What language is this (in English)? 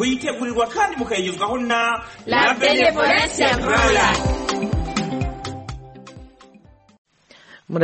Kinyarwanda